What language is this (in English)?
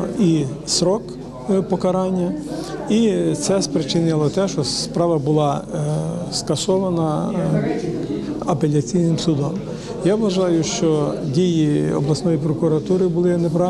Ukrainian